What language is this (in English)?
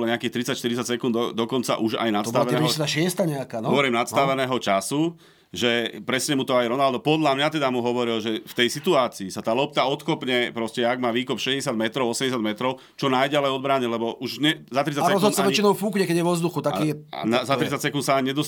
Slovak